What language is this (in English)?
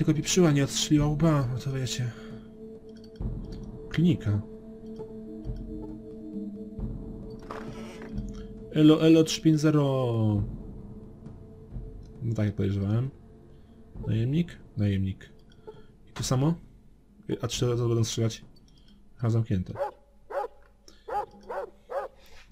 Polish